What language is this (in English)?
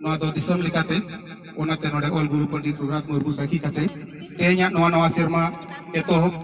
Santali